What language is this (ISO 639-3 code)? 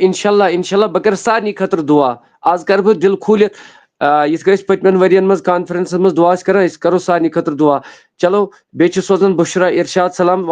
kas